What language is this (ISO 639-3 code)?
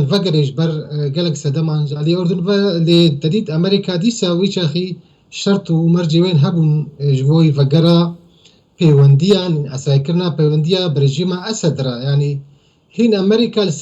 kur